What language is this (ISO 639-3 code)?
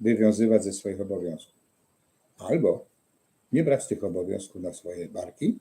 szl